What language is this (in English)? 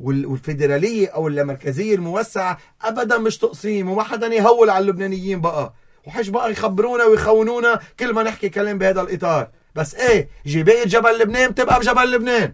North Levantine Arabic